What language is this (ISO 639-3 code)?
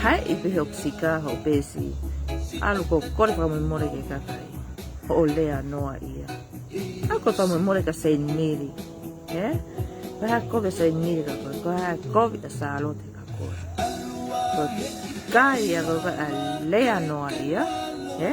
ton